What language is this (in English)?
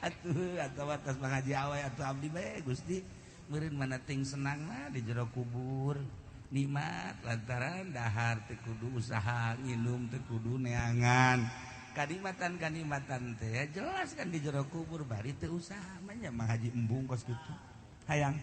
Sundanese